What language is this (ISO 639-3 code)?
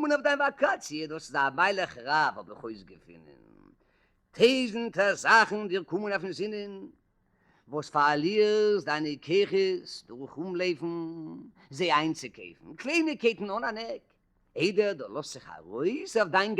yid